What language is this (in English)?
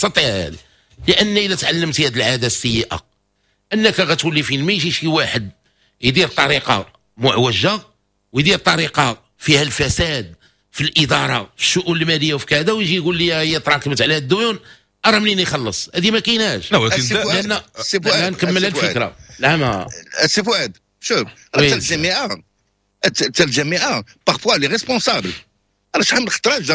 Moroccan Arabic